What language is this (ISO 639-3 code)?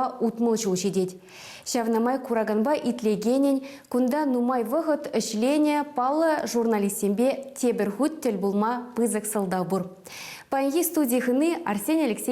chv